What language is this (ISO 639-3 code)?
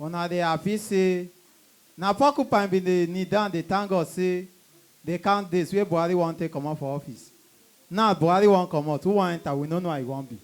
pcm